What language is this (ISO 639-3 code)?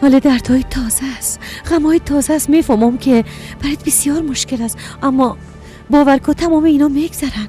fas